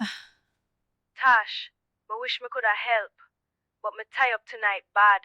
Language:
Jamaican Creole English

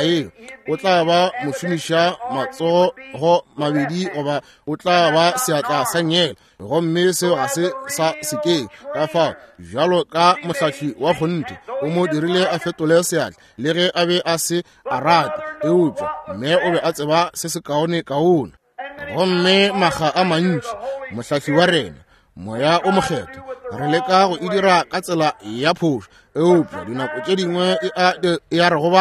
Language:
Northern Sotho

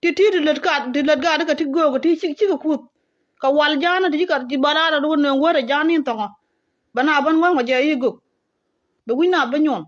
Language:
Nuer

